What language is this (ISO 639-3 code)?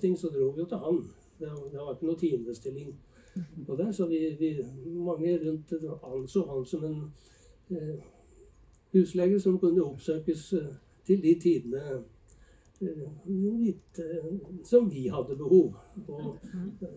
nor